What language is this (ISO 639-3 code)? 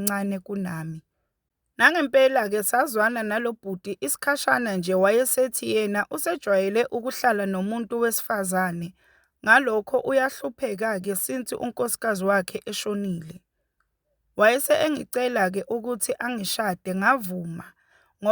zul